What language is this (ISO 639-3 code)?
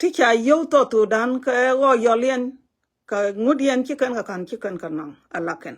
nus